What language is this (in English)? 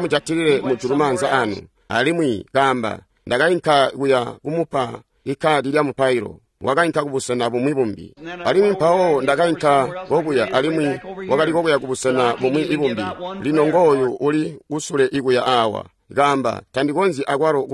Tonga (Zambia)